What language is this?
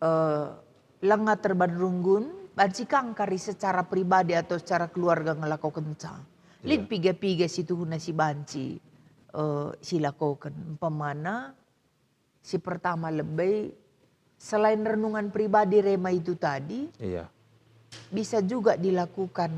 Batak Karo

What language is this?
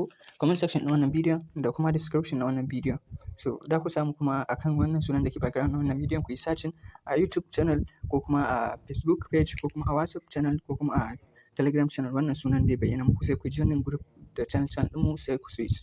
Hausa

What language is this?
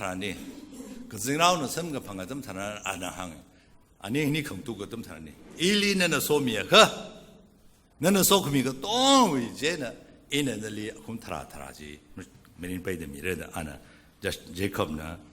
Tangkhul Naga (India)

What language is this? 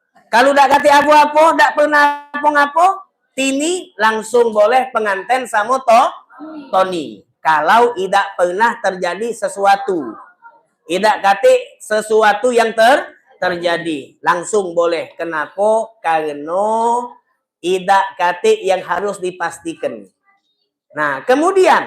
Musi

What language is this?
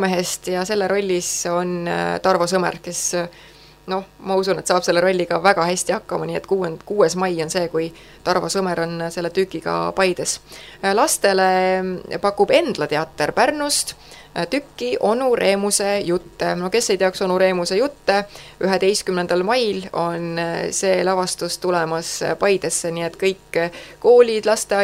Estonian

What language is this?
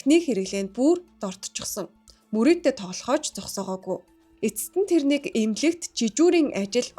Mongolian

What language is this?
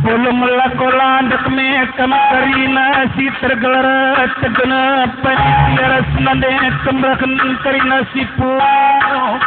Batak Karo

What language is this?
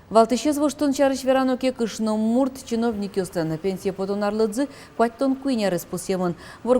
Udmurt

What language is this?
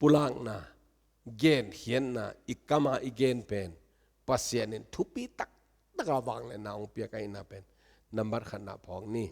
Tedim Chin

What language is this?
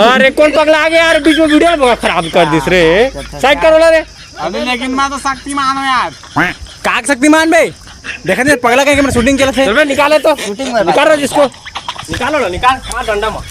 Chhattisgarhi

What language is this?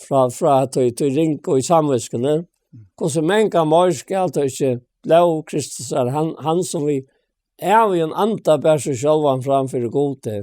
Faroese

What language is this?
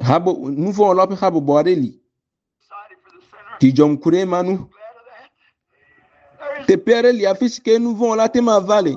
Ewe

